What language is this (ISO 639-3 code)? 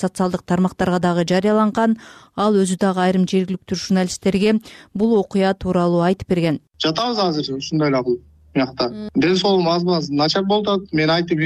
kir